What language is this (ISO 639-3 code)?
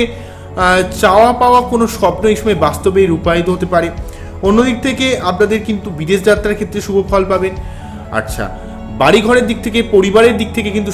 ben